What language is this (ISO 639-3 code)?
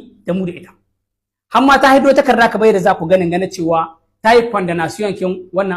hau